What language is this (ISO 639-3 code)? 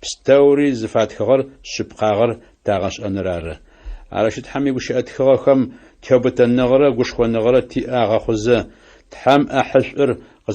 ady